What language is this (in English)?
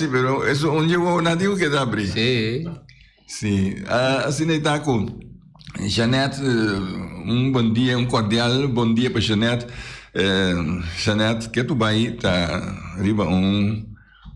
Papiamento